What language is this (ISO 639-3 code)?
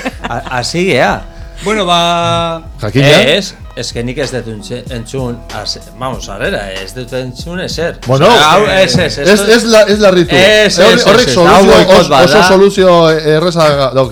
eus